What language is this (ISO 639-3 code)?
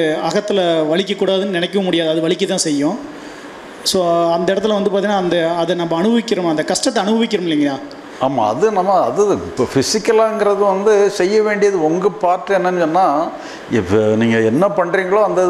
tam